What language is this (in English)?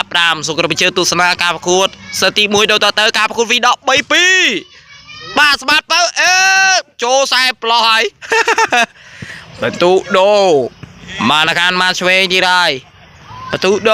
Khmer